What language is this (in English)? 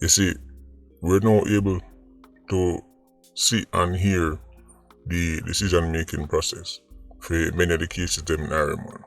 Jamaican Creole English